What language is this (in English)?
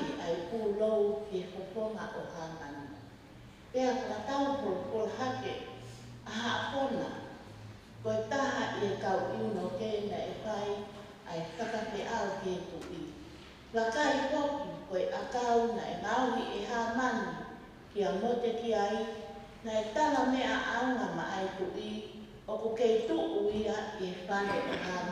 Tongan